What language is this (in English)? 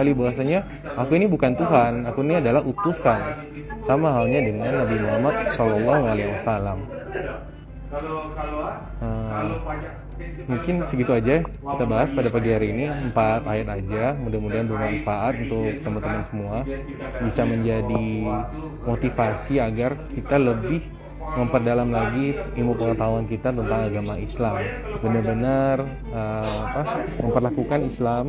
Indonesian